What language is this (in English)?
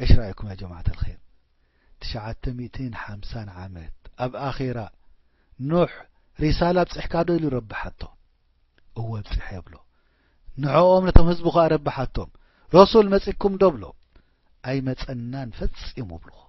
Tigrinya